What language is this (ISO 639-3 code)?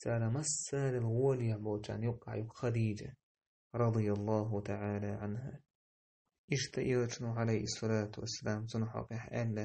che